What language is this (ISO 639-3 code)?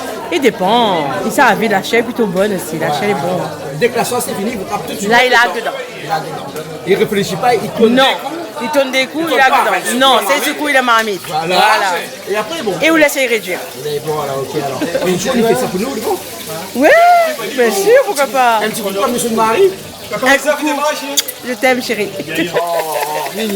rcf